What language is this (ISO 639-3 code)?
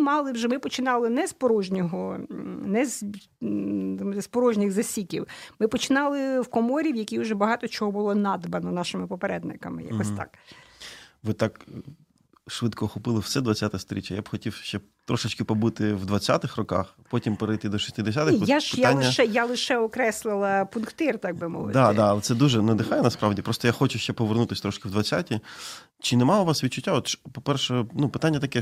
ukr